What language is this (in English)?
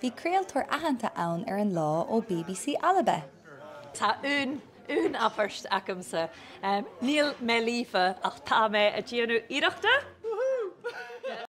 Irish